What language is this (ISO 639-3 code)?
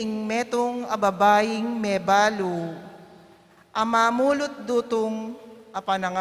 pam